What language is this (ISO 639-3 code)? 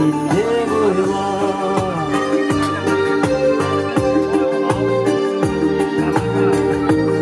kaz